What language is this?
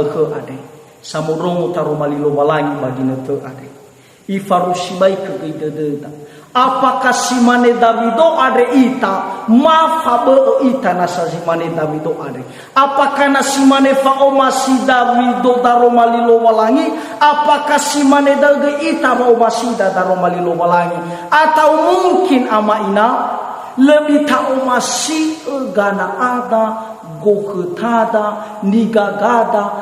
Nias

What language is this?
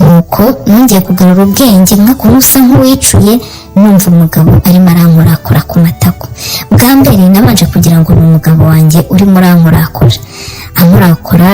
Kinyarwanda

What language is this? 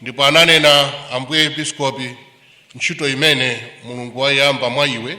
Nyanja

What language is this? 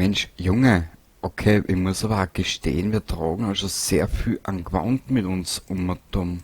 Bavarian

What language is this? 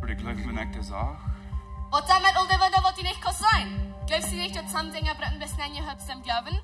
Plautdietsch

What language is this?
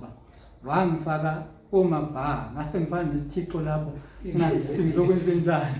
Zulu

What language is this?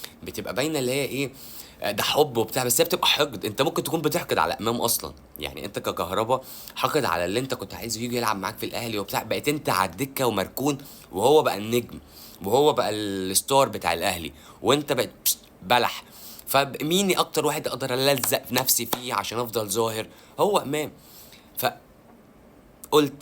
Egyptian Arabic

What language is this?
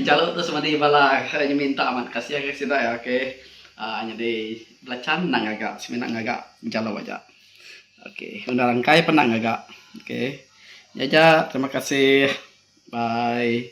Iban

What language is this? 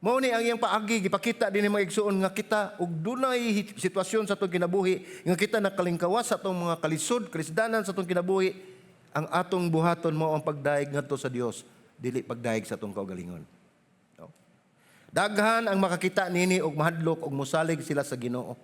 Cebuano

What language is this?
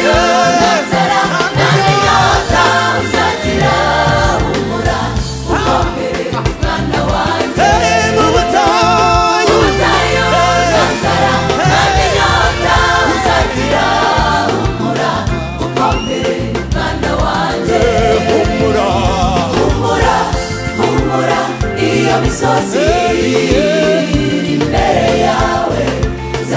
Kinyarwanda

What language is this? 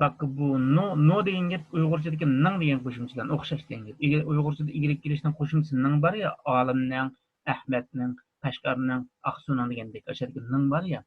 Uyghur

